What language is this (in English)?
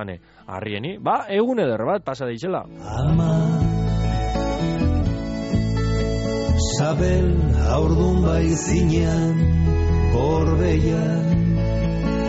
Basque